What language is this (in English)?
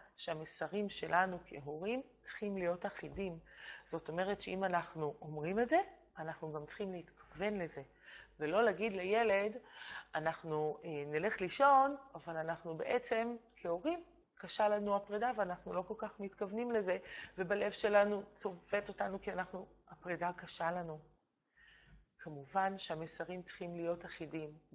Hebrew